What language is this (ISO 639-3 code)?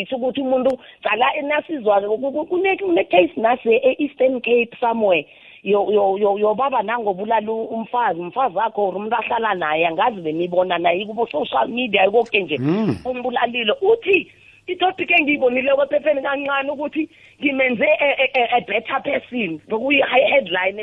nbl